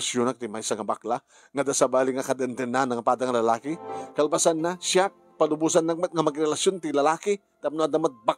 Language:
Iloko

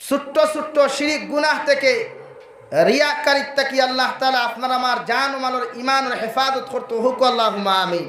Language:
Sylheti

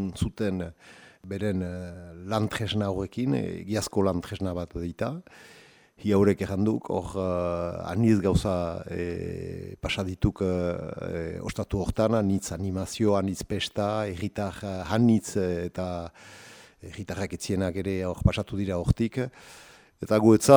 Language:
Basque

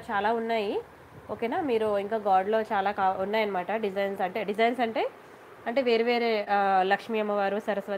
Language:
Telugu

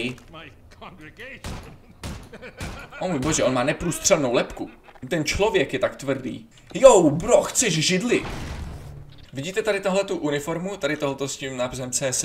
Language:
Czech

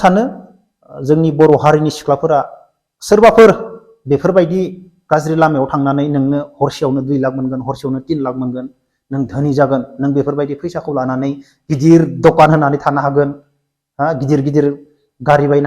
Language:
Bodo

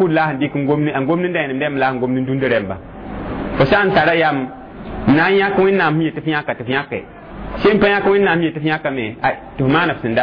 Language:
Mossi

